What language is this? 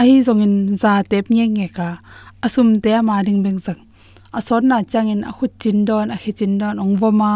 Tedim Chin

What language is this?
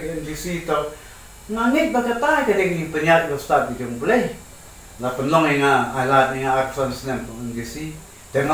Khasi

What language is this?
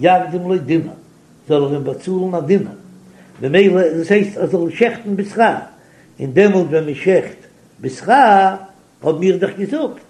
Yiddish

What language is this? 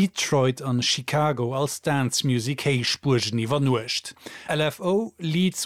Luxembourgish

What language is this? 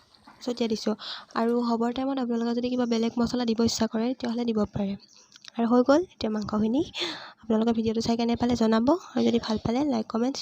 Assamese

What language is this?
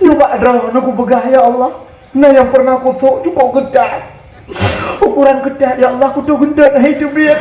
Achinese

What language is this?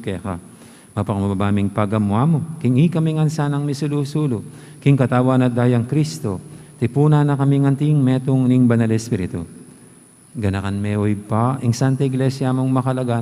Pampanga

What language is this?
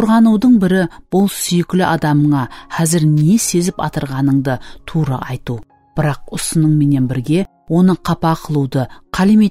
Kara-Kalpak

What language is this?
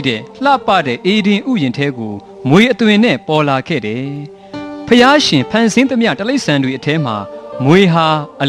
Burmese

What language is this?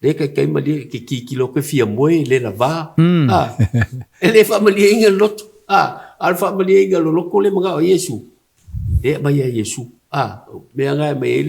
Samoan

